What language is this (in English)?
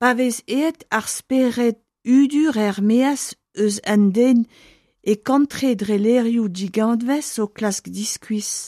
Breton